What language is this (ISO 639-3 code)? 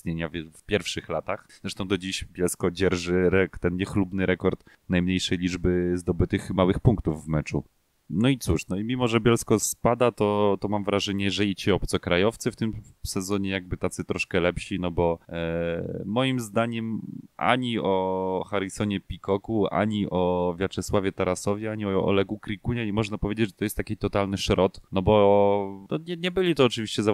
pol